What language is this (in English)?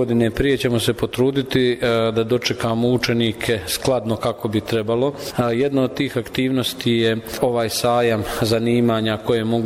Bosnian